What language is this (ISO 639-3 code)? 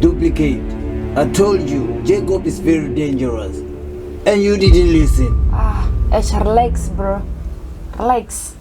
ven